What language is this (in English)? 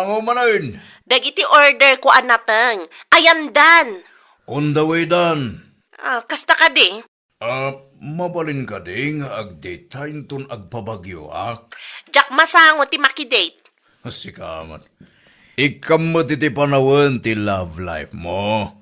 Iloko